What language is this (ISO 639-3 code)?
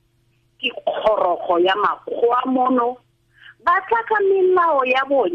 tsn